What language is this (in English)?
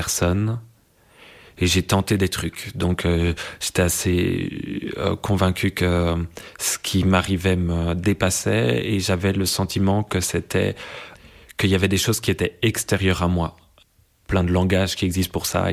French